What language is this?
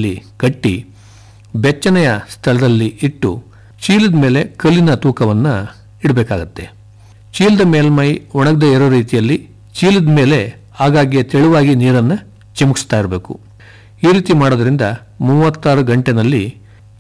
Kannada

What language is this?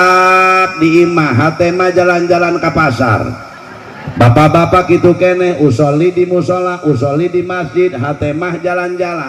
Sundanese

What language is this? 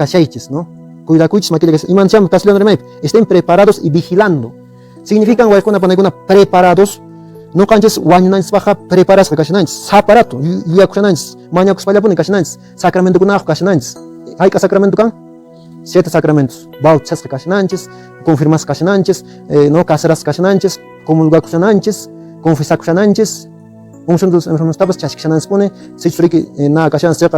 Quechua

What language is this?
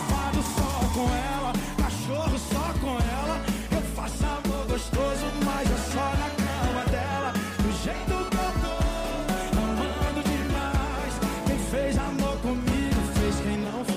Portuguese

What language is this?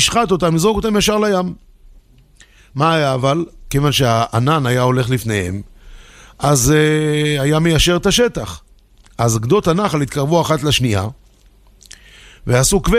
Hebrew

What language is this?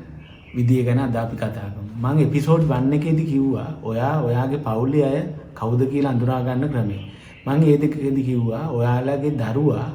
Sinhala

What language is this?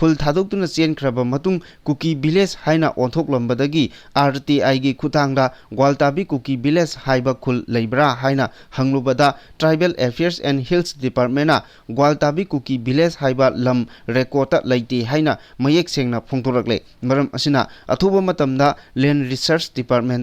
Manipuri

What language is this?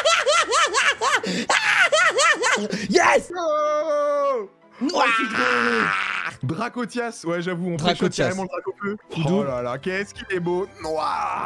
French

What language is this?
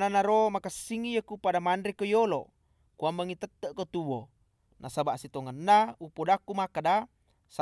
Buginese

